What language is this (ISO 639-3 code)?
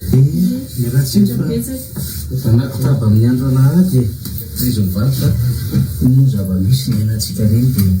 mlg